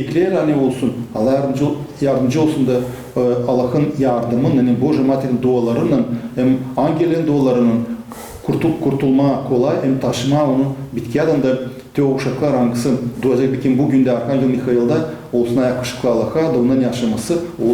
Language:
Gagauz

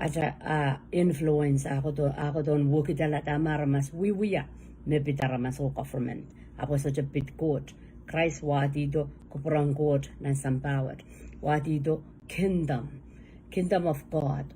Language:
Pohnpeian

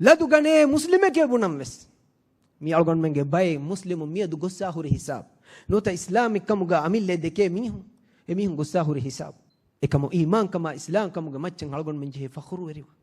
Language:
Divehi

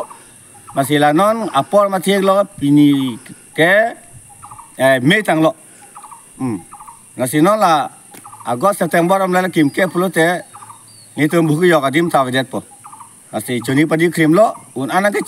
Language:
Karbi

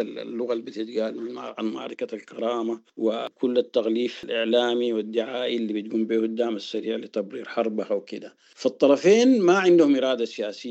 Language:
Sudanese Arabic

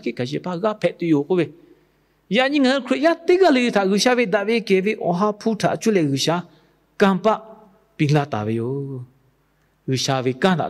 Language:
Lahu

